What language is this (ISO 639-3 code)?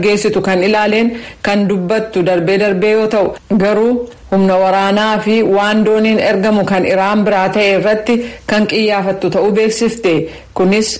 orm